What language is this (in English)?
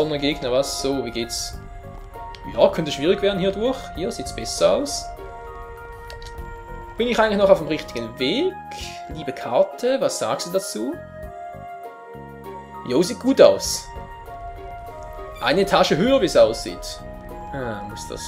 German